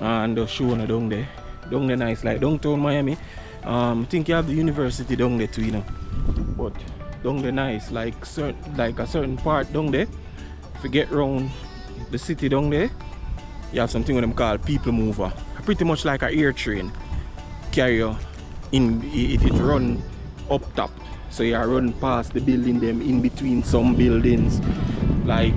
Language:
Jamaican Creole English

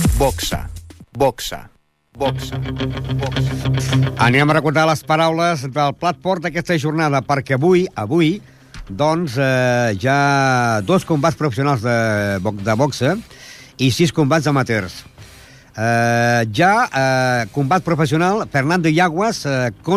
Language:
Catalan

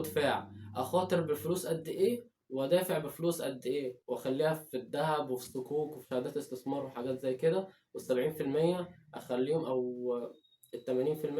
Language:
Egyptian Arabic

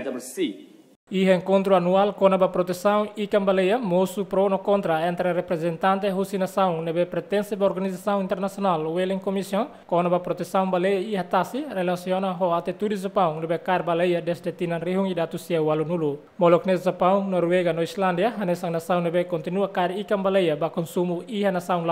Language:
Tetum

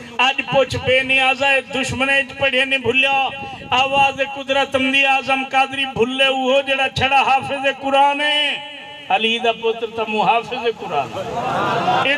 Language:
Saraiki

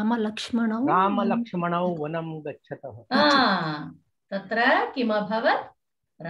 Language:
Sanskrit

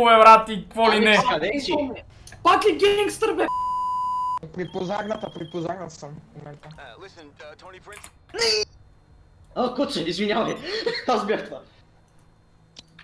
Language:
Bulgarian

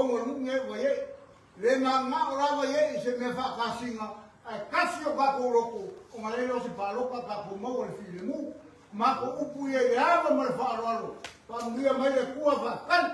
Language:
Samoan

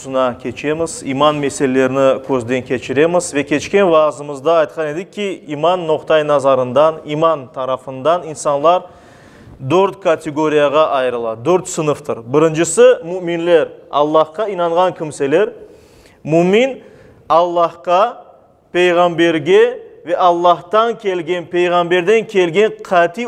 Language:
Crimean Tatar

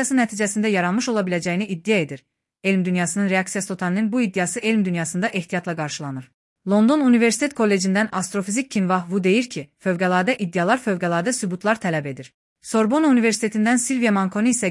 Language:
Azerbaijani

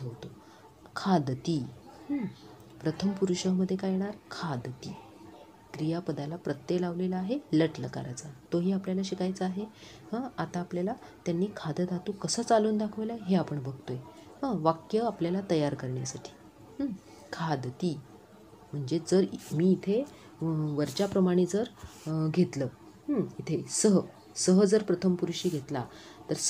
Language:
Marathi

